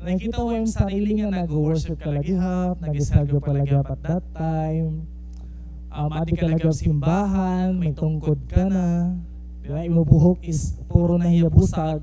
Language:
Waray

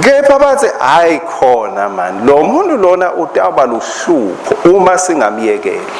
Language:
Swati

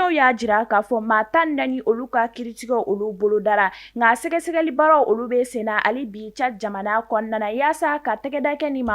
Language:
Bambara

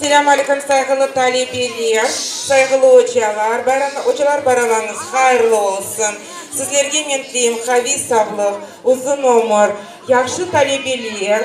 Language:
Crimean Tatar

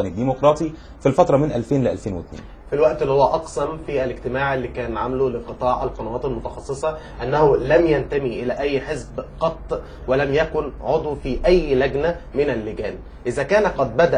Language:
Egyptian Arabic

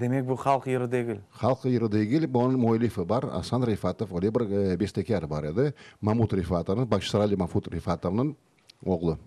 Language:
Crimean Tatar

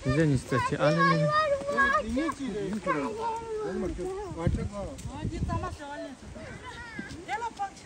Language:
Tibetan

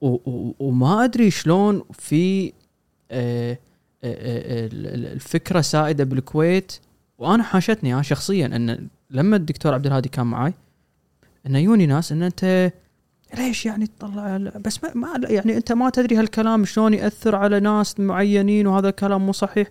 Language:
Gulf Arabic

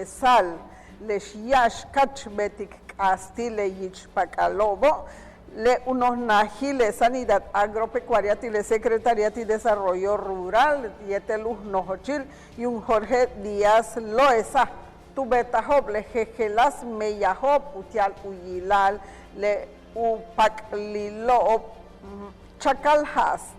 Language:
Yucateco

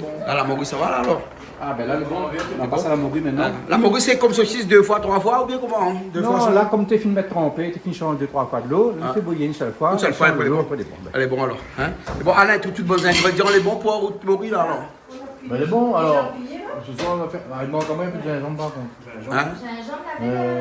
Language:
Réunion Creole French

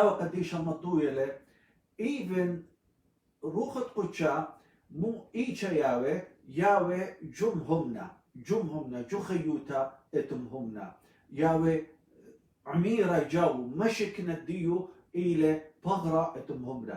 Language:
Assyrian Neo-Aramaic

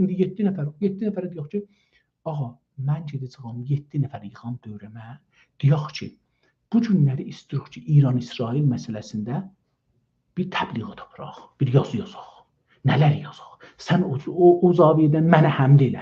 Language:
South Azerbaijani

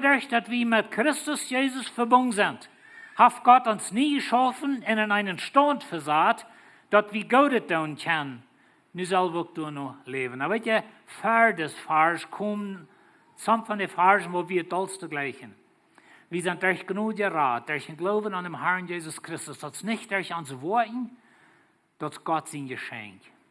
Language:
Plautdietsch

